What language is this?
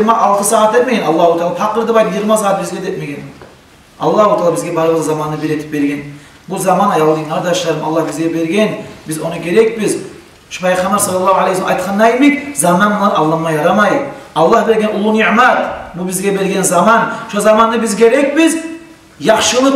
Kumyk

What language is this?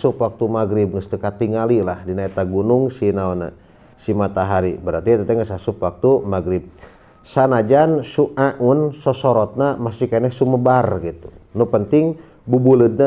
Sundanese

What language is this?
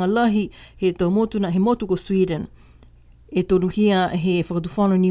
Niuean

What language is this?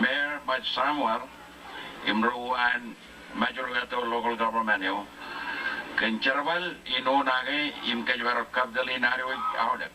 Marshallese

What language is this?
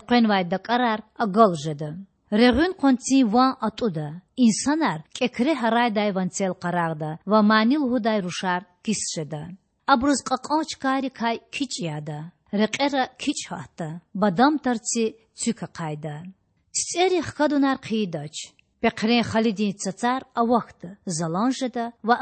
Lezghian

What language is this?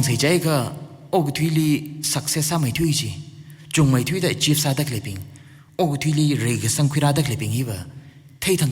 Tangkhul Naga (India)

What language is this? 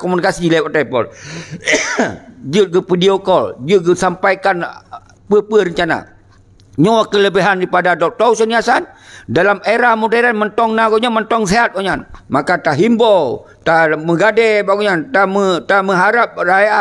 Achinese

